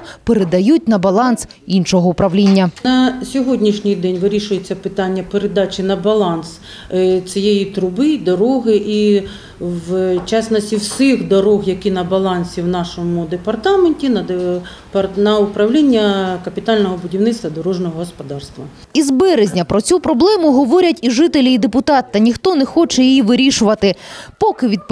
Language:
Ukrainian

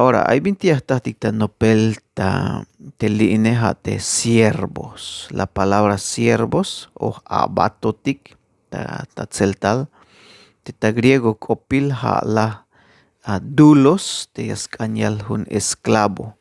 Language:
Tzeltal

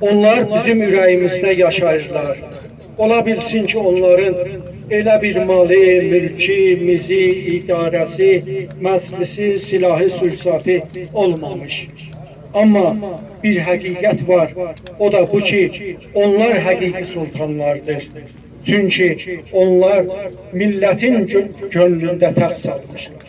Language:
South Azerbaijani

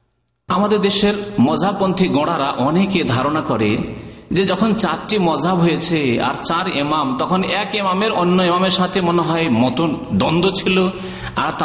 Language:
Bangla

